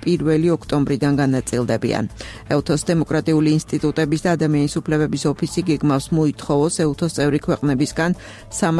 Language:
Georgian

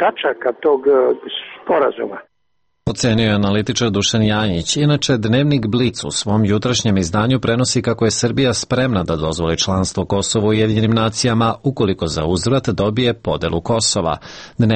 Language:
Serbian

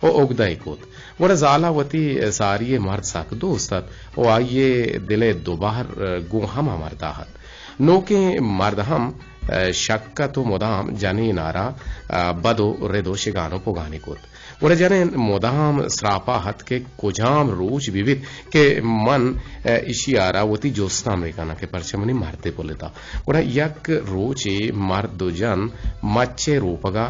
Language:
Eastern Balochi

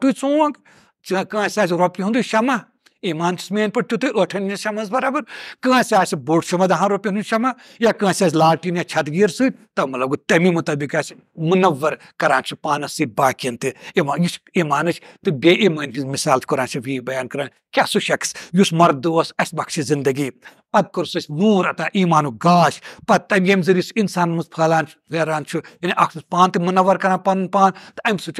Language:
Kashmiri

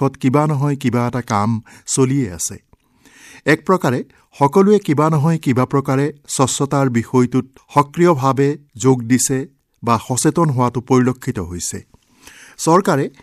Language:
Assamese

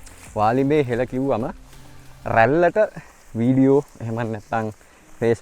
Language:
Sinhala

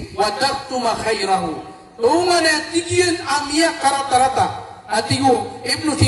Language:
Maranao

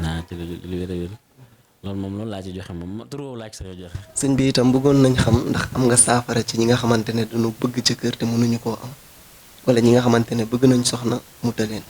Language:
Wolof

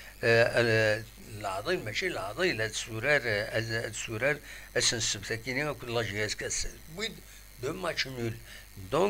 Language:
Kabyle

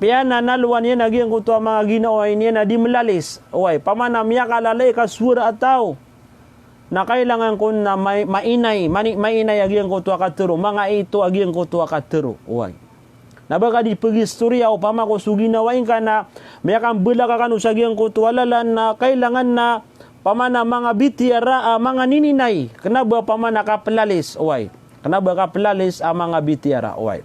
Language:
Maranao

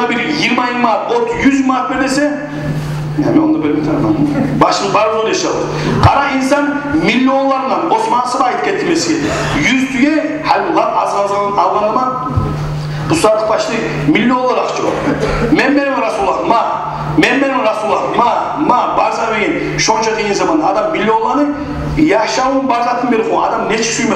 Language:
Kumyk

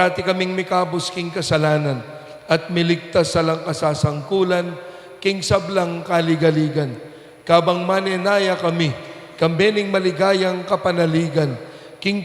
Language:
Pampanga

